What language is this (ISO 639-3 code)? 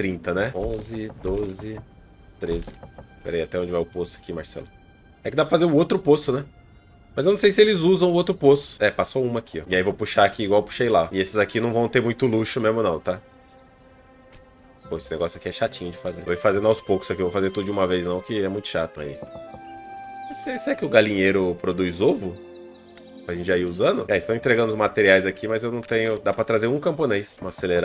por